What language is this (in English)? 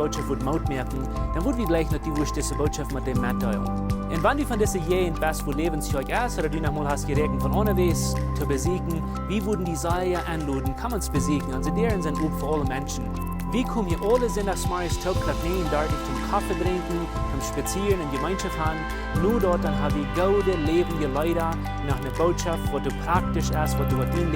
Plautdietsch